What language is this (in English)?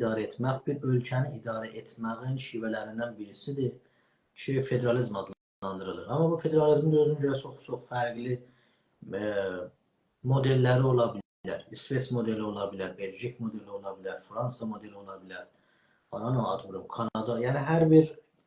South Azerbaijani